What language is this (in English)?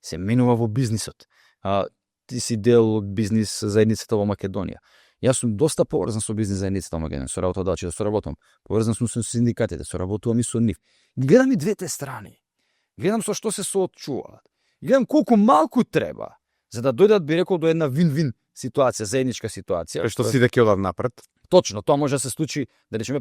Macedonian